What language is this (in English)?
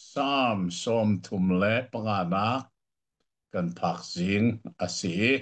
Hakha Chin